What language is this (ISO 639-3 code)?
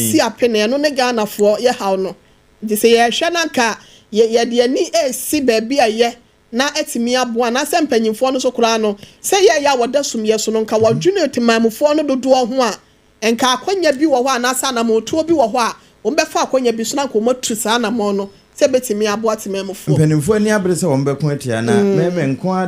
aka